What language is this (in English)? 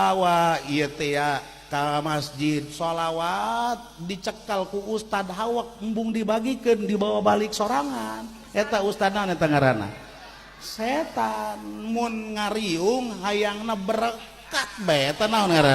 Sundanese